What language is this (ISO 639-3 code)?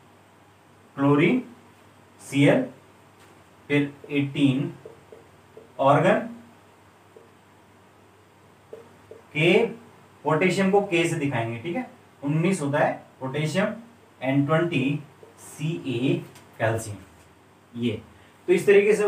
hin